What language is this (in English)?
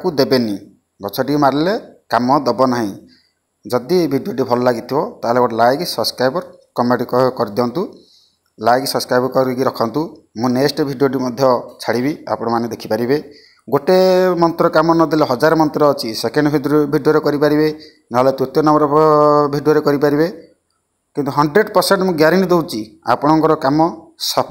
Odia